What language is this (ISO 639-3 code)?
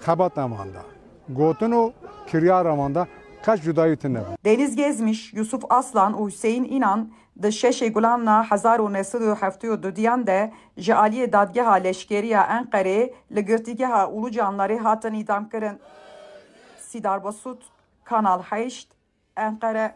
kur